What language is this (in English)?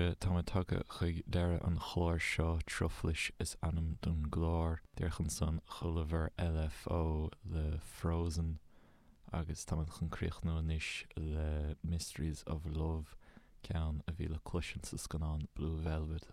Irish